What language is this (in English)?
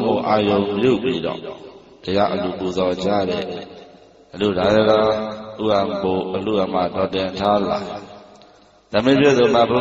Burmese